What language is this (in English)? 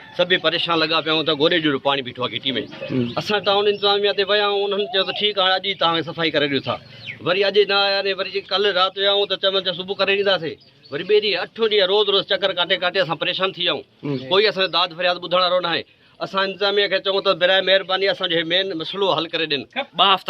Sindhi